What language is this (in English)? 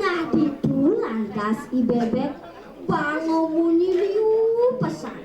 Balinese